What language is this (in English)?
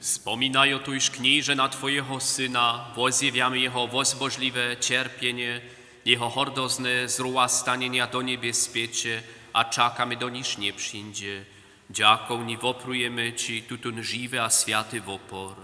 Upper Sorbian